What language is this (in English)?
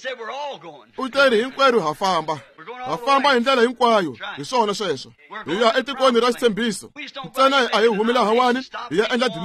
Tsonga